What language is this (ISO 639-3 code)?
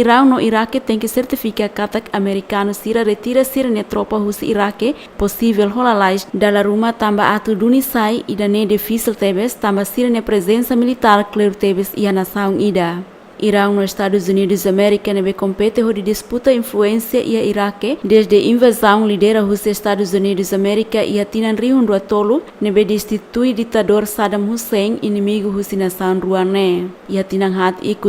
tet